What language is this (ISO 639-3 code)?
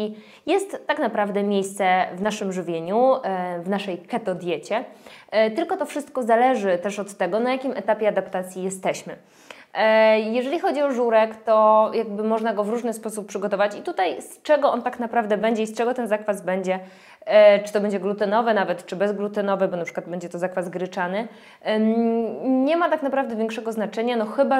pol